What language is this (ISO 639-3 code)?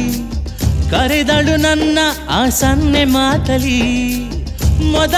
kan